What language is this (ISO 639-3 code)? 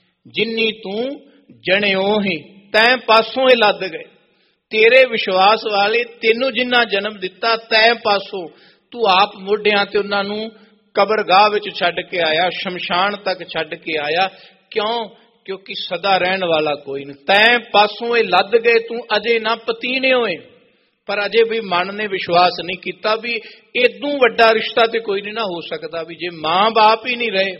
pan